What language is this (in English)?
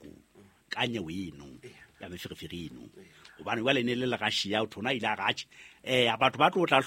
Southern Sotho